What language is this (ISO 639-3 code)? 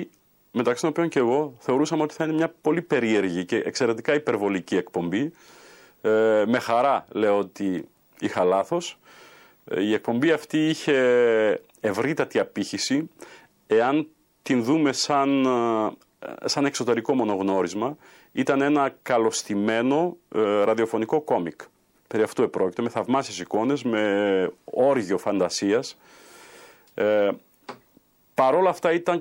ell